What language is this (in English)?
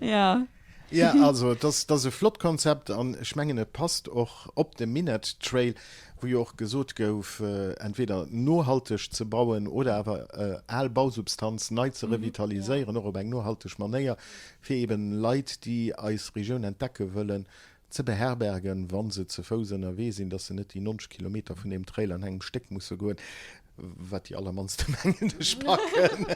Luxembourgish